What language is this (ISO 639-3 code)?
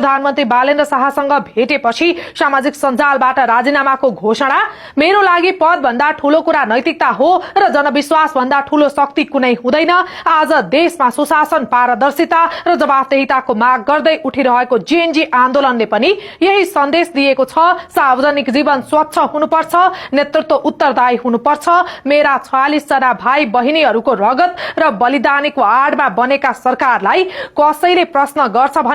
nep